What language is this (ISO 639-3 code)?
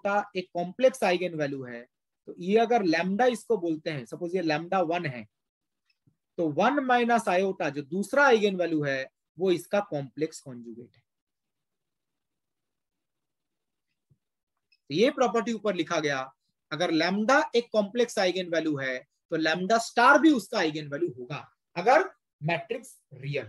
hin